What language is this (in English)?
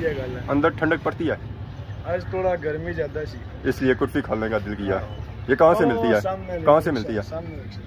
Pahari-Potwari